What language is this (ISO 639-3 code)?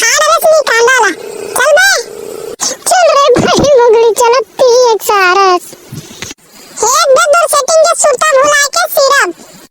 hne